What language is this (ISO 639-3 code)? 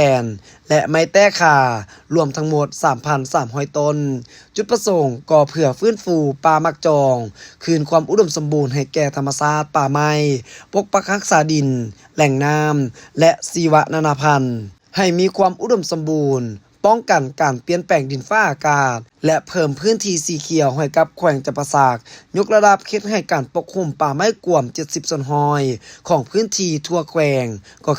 lao